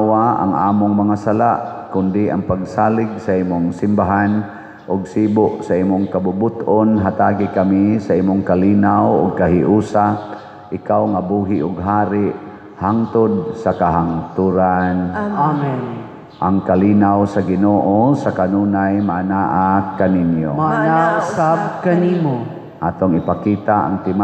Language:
Cebuano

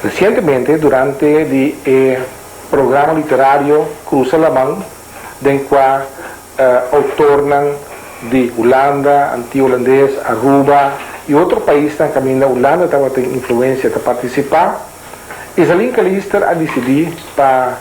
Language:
Papiamento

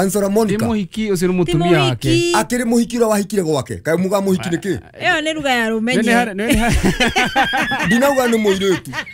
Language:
Kikuyu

